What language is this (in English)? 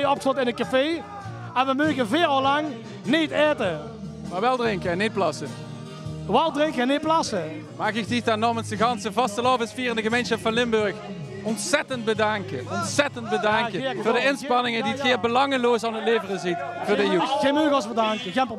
Limburgish